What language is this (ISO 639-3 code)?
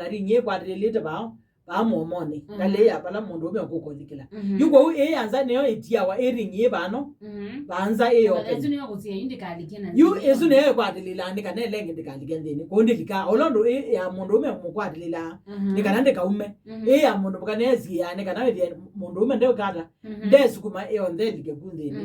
kam